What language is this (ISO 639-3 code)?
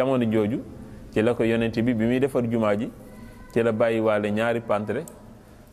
wol